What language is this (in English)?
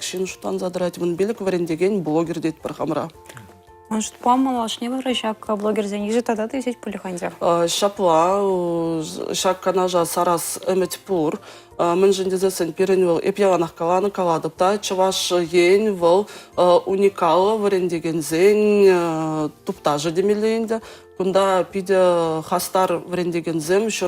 Chuvash